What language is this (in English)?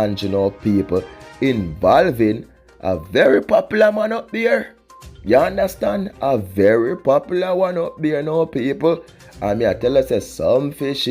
Jamaican Creole English